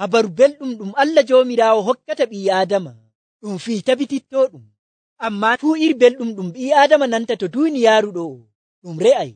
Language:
Nigerian Fulfulde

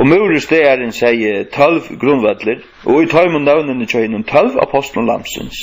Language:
Faroese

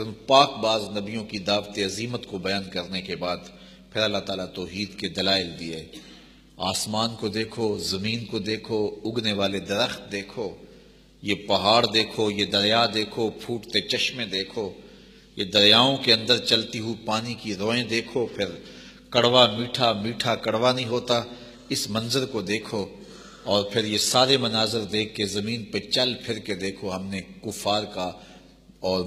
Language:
Urdu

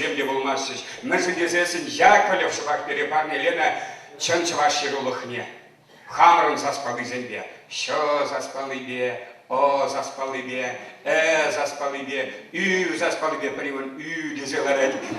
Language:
Chuvash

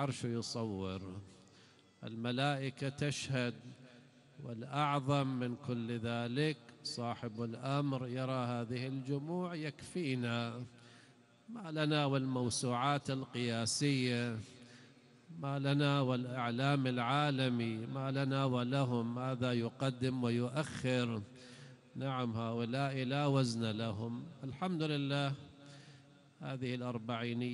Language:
Arabic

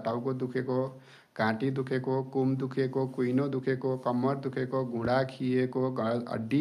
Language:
Nepali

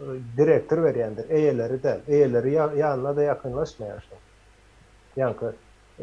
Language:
Turkmen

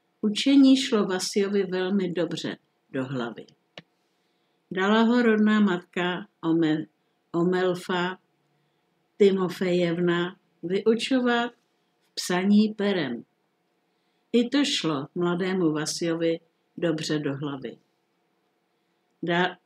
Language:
Czech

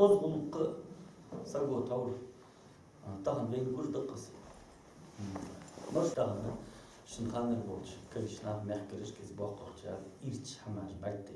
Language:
Ingush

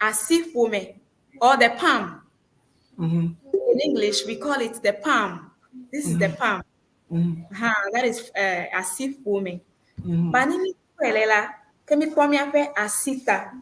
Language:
Ewe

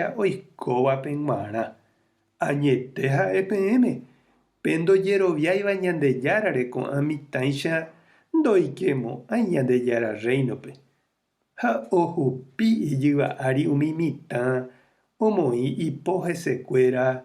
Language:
Guarani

